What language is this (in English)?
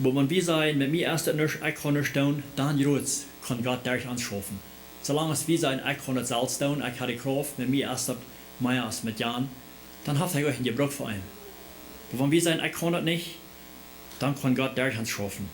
Plautdietsch